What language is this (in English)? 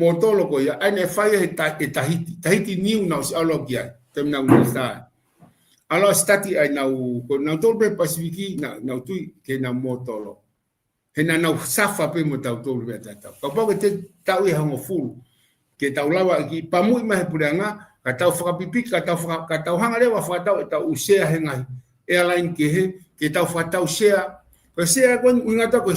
Tongan